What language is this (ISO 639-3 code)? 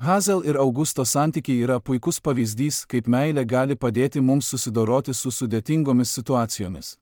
lit